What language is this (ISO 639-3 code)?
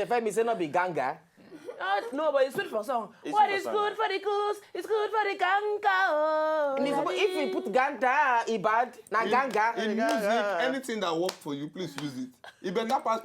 pcm